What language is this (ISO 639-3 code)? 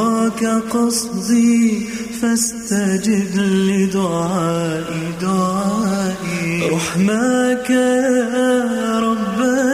bos